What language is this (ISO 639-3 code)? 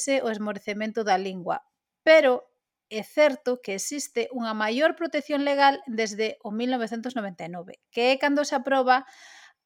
glg